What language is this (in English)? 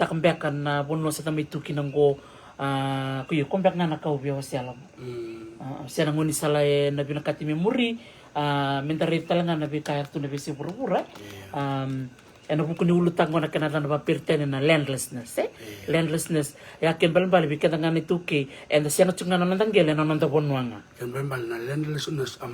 Fijian